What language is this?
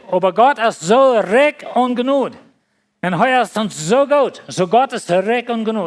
Plautdietsch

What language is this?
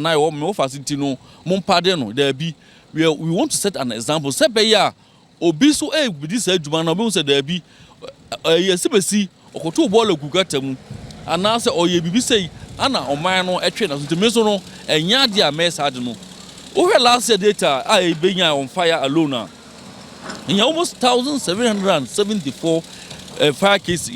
Akan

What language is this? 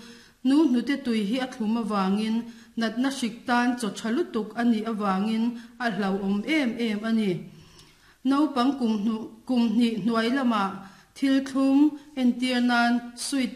Mizo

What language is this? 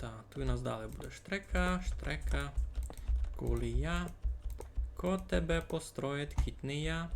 Rusyn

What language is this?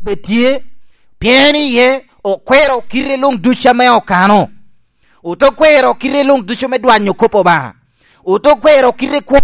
Lango (Uganda)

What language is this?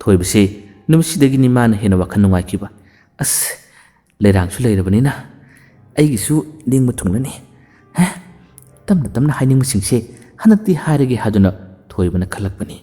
Manipuri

